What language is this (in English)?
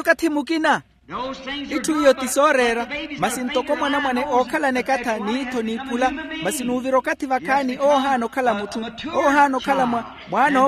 Makhuwa